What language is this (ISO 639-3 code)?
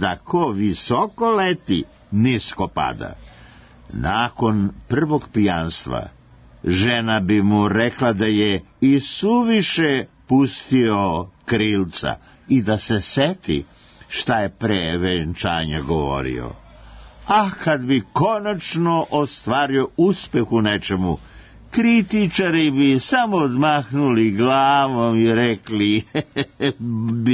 srp